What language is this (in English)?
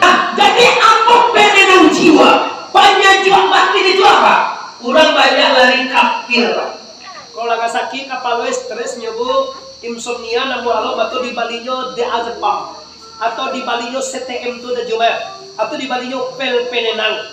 Minangkabau